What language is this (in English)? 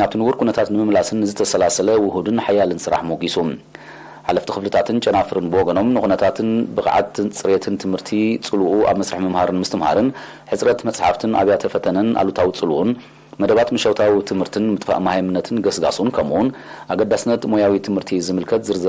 Tigrinya